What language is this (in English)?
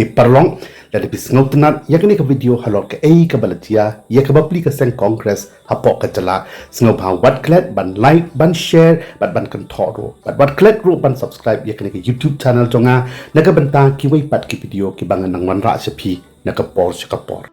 Khasi